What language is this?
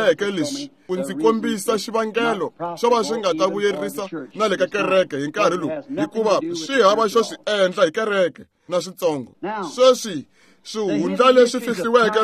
Tsonga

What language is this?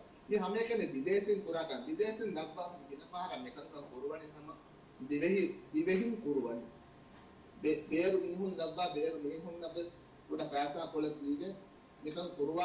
Divehi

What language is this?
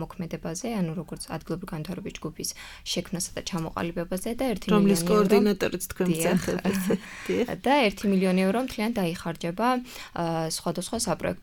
Georgian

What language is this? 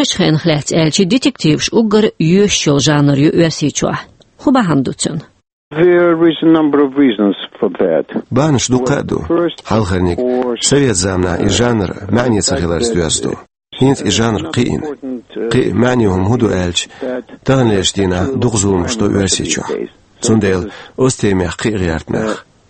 Chechen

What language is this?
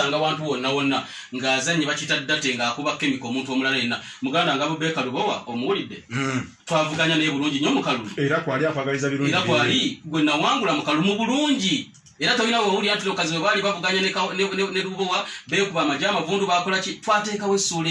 Ganda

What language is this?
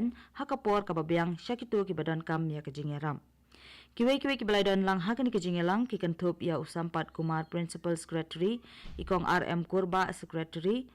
Khasi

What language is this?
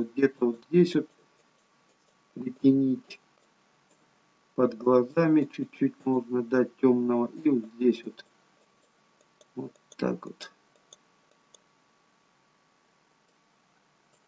Russian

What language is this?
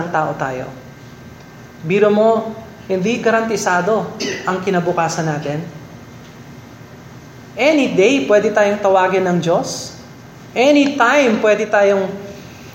Filipino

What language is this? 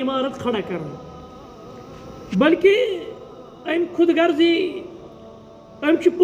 Kashmiri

